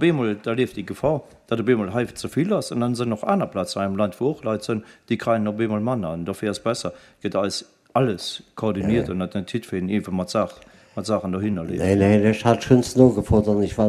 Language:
Luxembourgish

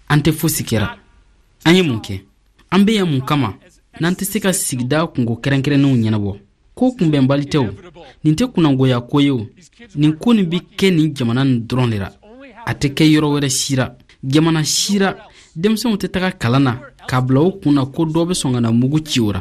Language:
Bambara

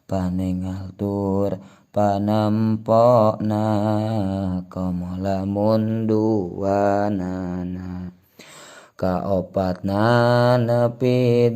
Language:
Sundanese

